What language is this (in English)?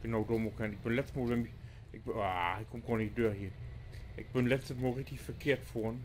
Low German